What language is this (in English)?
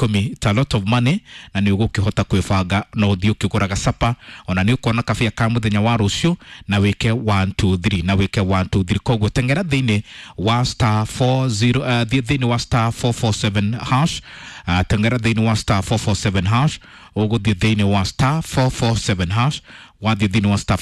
Kikuyu